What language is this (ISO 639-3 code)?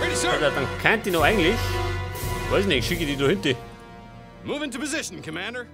bar